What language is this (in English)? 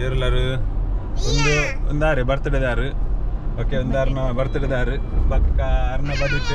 Tulu